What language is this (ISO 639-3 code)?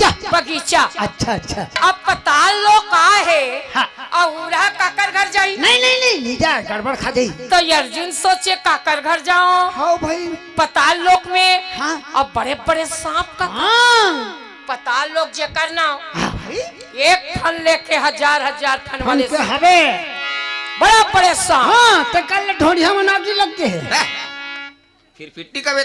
hne